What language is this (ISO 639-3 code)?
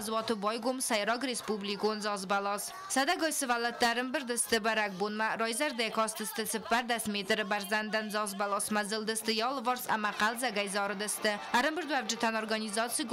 oss